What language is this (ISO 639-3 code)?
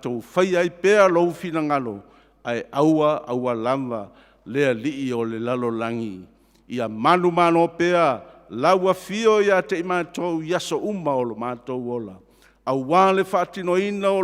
smo